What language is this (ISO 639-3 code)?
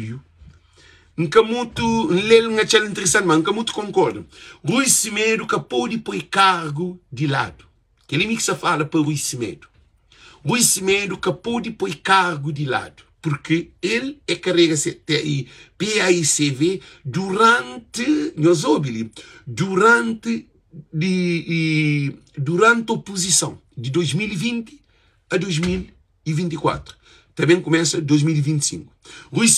kea